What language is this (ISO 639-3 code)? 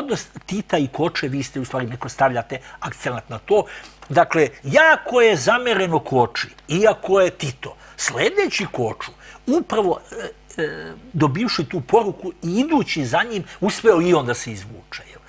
srp